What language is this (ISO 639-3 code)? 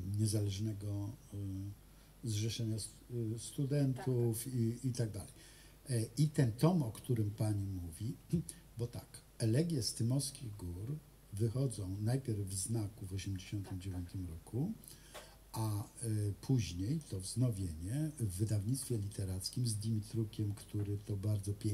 pol